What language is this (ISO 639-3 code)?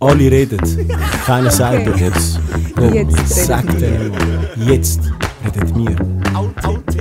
gsw